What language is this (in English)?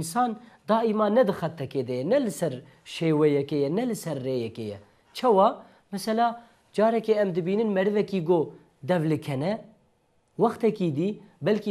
Kurdish